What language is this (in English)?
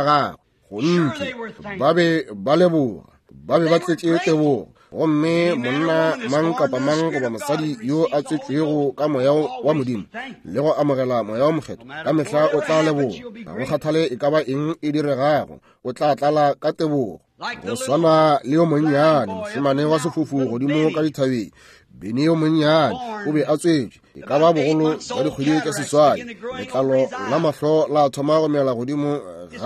Northern Sotho